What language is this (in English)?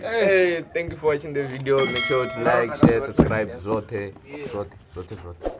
Venda